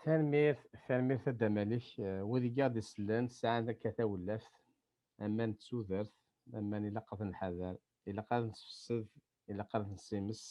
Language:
Kabyle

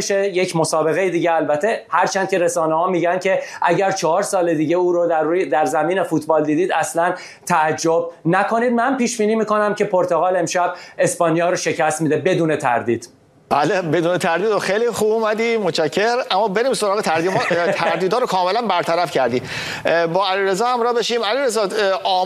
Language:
Persian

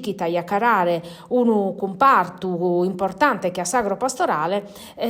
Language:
Sardinian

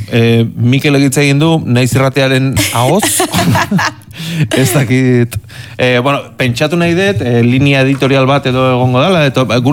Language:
Basque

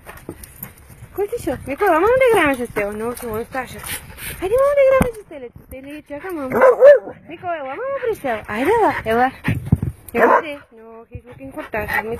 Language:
Bulgarian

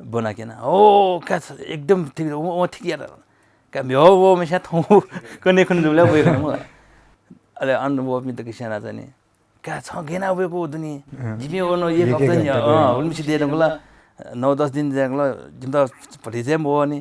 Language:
Newari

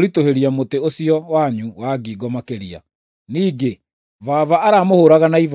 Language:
Kikuyu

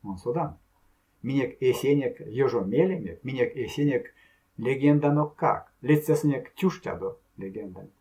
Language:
Erzya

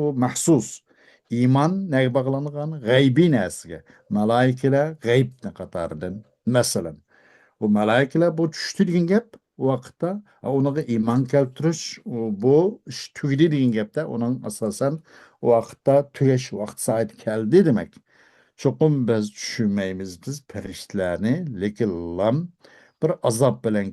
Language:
Uyghur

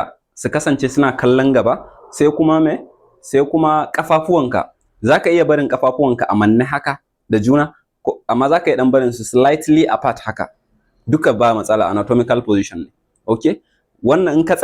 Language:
Hausa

